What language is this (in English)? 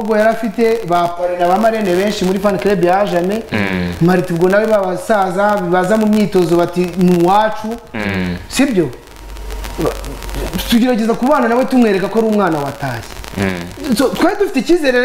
Kinyarwanda